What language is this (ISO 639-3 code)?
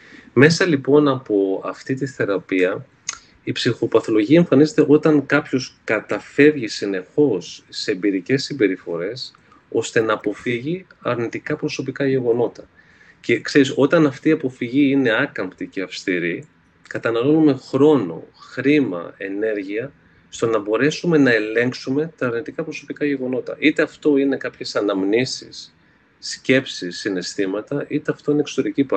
ell